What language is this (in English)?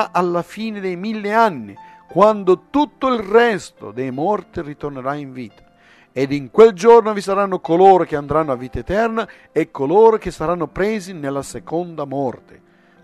Italian